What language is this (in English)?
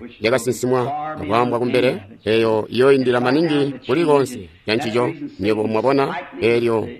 Tonga (Zambia)